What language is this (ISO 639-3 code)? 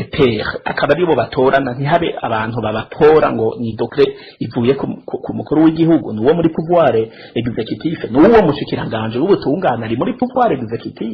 run